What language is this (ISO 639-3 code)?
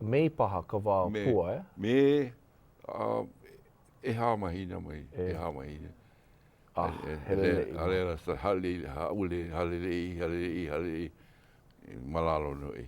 haw